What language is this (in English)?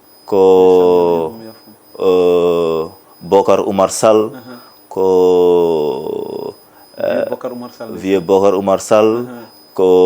Fula